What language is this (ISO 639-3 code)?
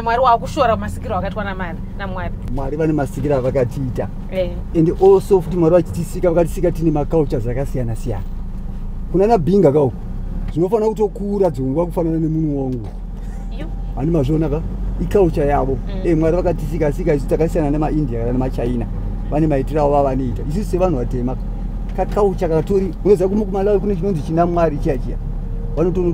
sna